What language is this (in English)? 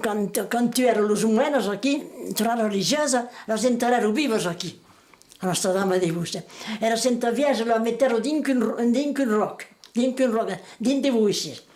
Occitan